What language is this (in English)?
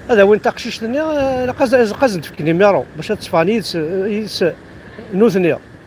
Kabyle